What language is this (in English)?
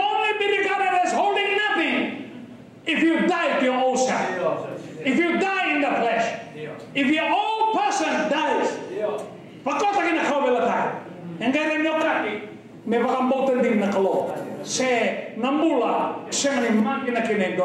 Fijian